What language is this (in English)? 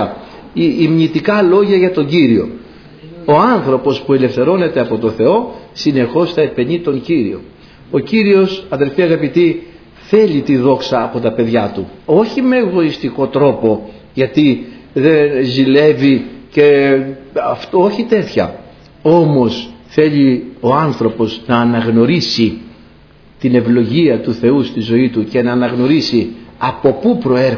Greek